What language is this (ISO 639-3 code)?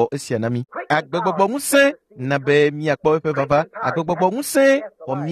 ewe